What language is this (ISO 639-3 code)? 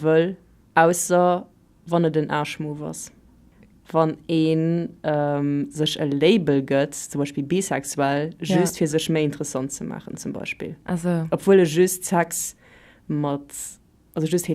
ltz